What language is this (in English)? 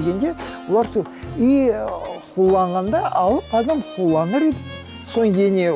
Crimean Tatar